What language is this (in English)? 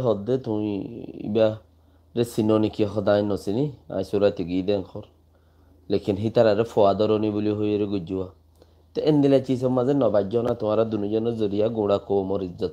Rohingya